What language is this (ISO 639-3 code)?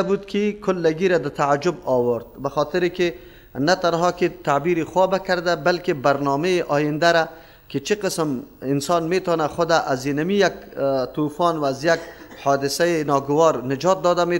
fas